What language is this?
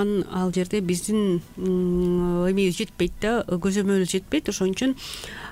Kyrgyz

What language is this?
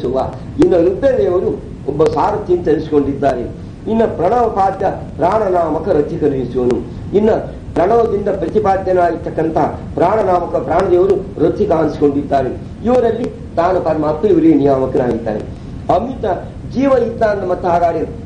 Kannada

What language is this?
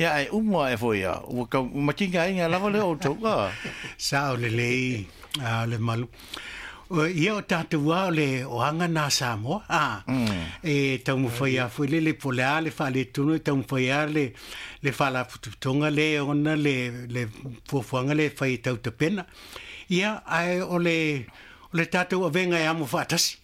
Samoan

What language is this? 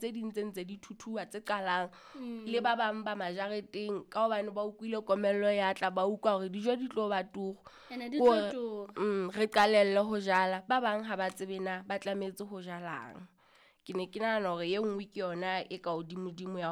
Southern Sotho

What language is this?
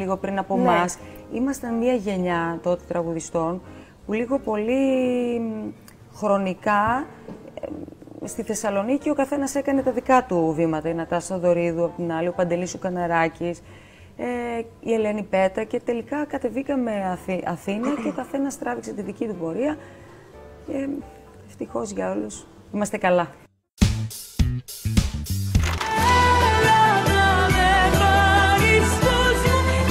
Greek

